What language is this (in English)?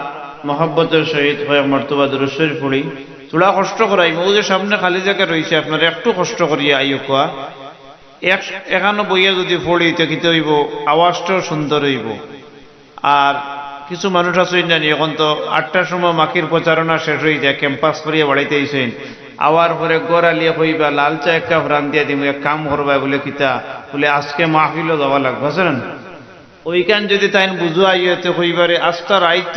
Sylheti